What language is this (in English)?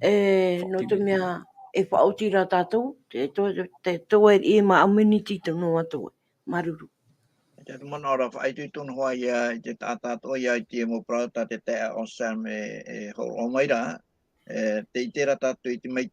Tahitian